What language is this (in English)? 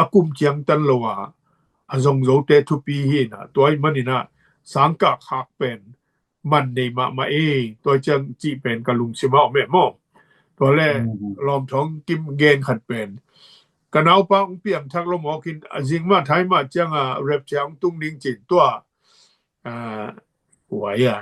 Tedim Chin